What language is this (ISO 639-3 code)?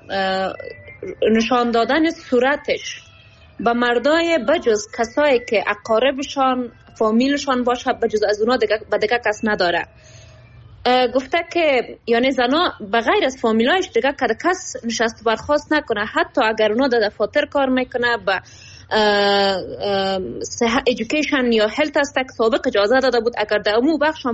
fas